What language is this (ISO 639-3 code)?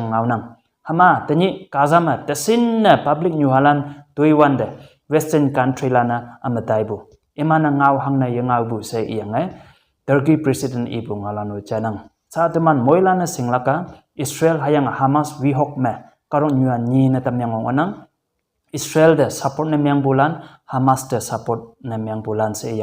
nbe